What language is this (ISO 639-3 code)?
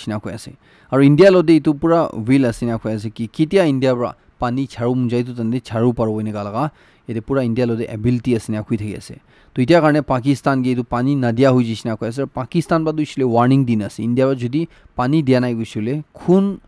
nag